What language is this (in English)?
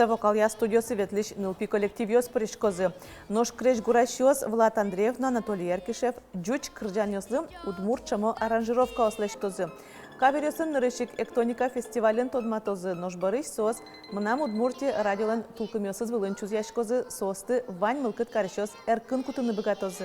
Udmurt